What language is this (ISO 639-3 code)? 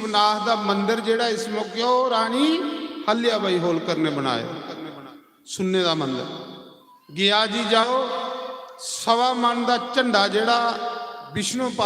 doi